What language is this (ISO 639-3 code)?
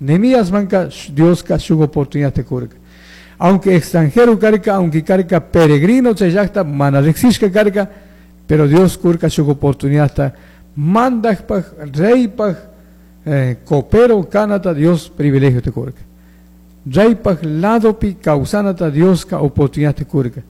qug